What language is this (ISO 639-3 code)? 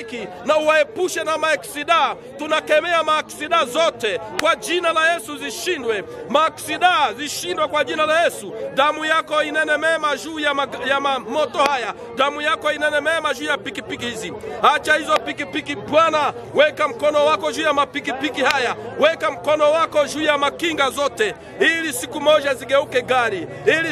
swa